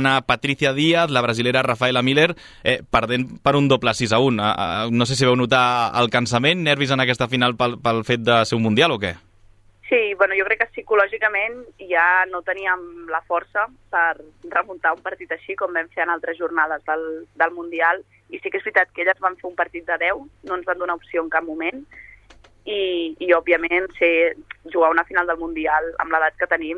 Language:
Catalan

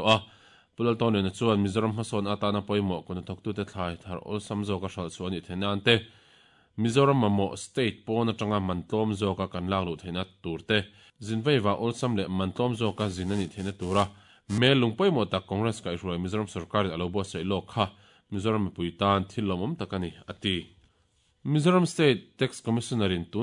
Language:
Mizo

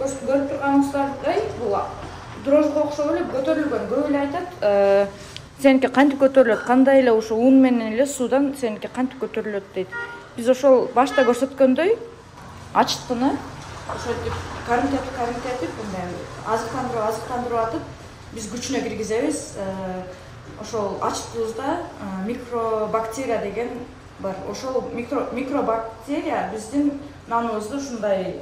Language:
Kyrgyz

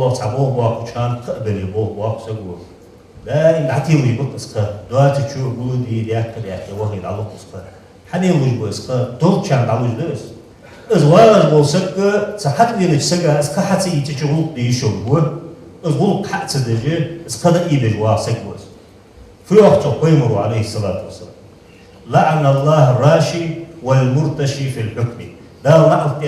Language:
Ingush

